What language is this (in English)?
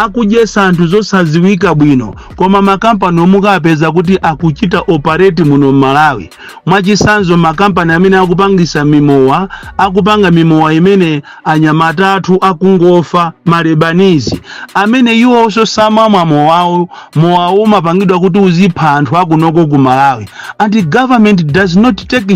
Nyanja